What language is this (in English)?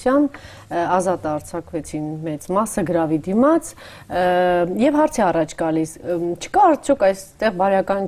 Armenian